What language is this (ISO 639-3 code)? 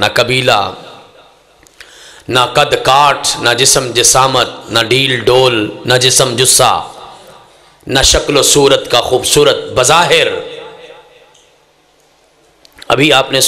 urd